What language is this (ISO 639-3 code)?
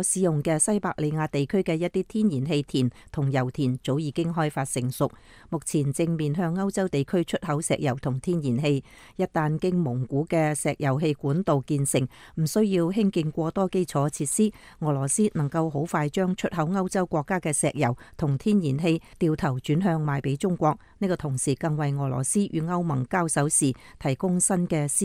yue